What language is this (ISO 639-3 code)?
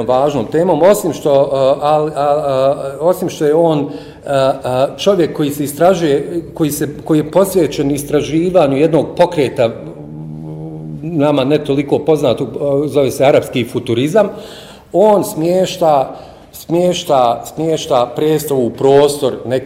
bos